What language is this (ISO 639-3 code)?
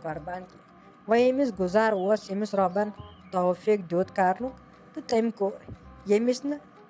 kas